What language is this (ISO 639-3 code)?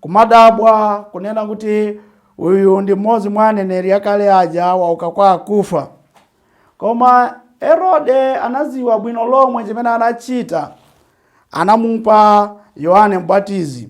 nya